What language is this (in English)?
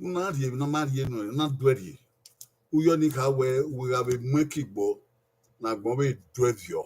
Bini